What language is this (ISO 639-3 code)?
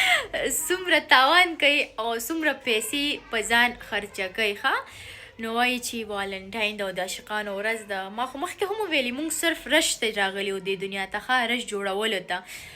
pus